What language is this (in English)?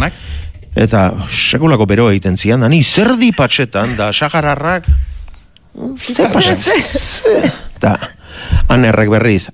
Basque